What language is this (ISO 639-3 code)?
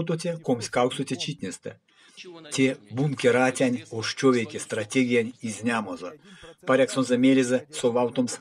myv